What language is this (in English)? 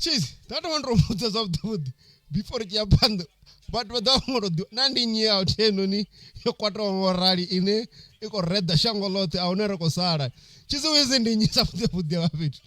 Venda